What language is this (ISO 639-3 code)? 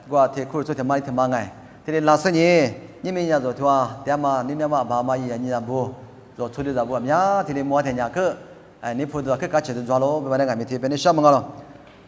lis